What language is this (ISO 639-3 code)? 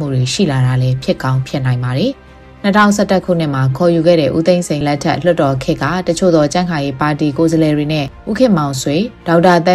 mya